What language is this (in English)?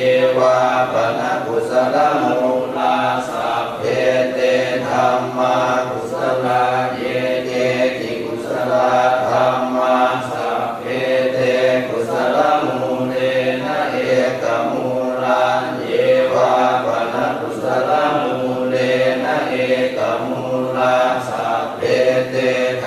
Pali